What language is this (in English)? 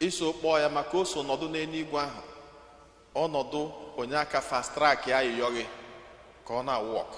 Igbo